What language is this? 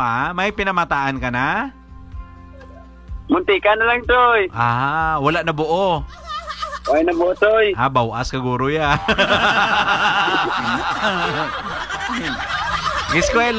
Hiligaynon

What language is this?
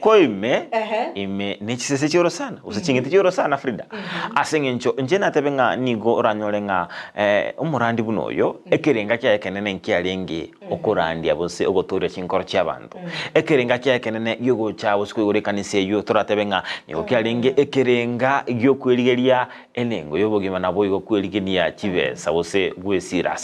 Gusii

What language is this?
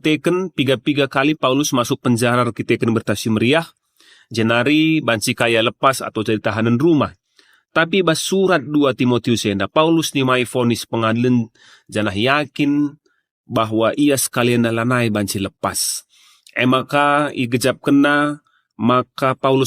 Batak Karo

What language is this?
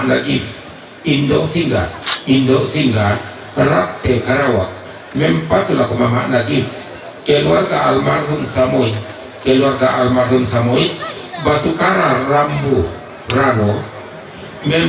Toraja-Sa'dan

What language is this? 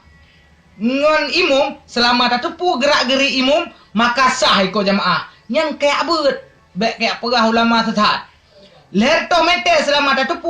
Achinese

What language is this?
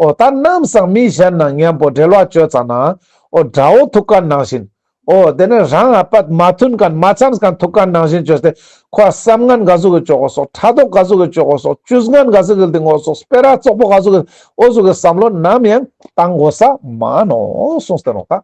Ladakhi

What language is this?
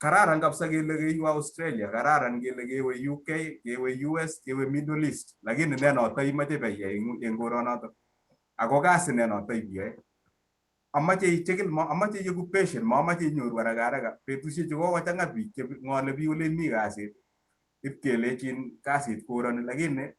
Kalenjin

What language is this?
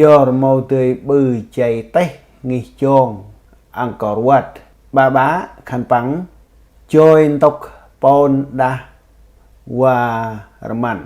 Central Mnong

